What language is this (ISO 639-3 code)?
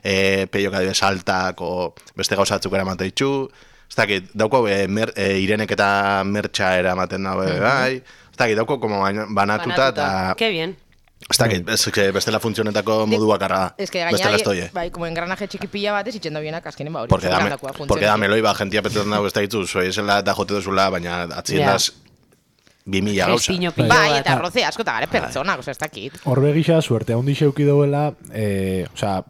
eus